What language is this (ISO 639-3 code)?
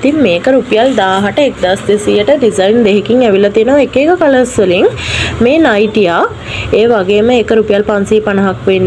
sin